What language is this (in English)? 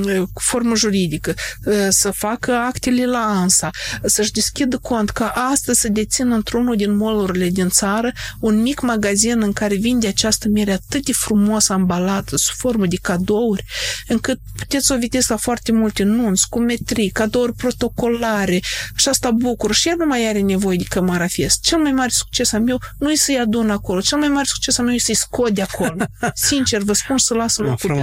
Romanian